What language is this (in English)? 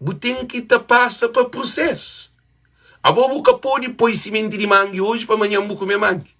Kabuverdianu